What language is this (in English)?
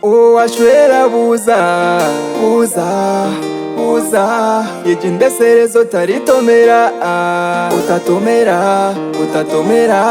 Nyankole